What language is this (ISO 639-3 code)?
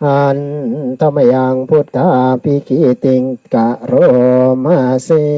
pli